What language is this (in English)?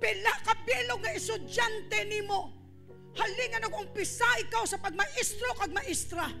Hiligaynon